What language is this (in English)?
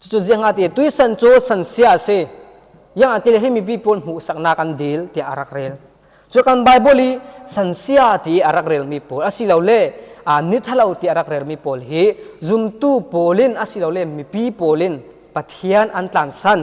Falam Chin